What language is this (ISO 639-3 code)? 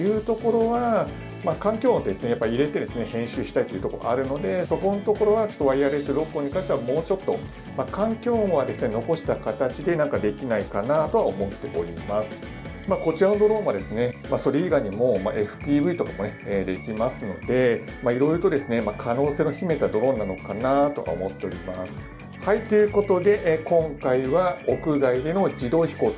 jpn